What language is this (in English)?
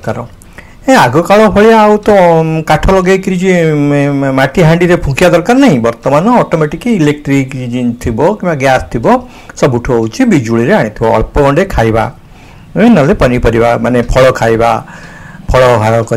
Odia